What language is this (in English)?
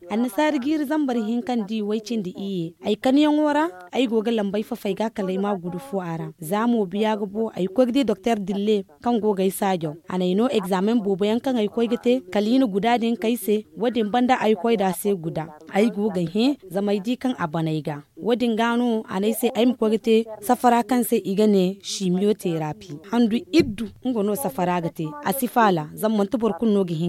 Zarma